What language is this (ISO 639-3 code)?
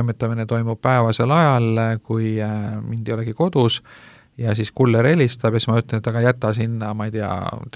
est